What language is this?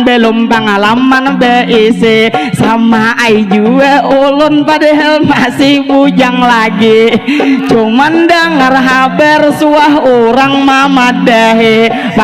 Banjar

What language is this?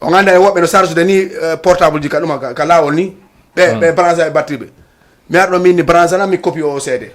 Fula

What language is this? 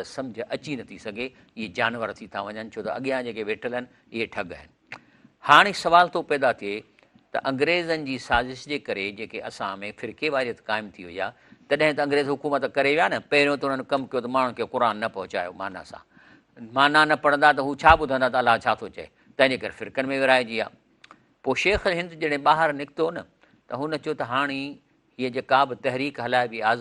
Sindhi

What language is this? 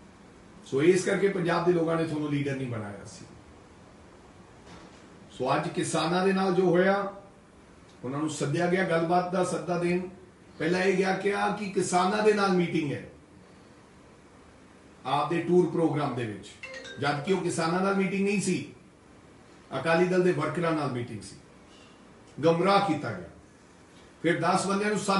Punjabi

